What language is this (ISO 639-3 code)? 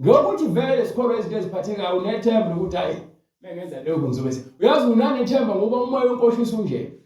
zul